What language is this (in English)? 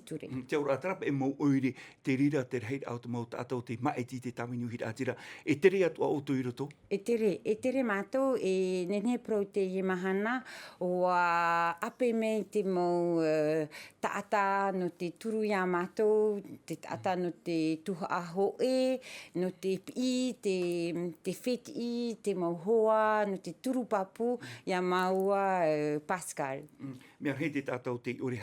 Tahitian